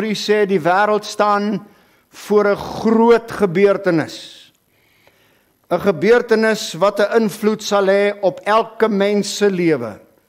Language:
Afrikaans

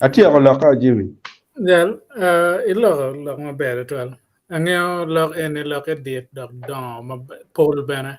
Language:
Acoli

